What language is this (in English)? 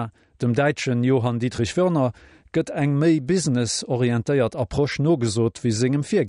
Luxembourgish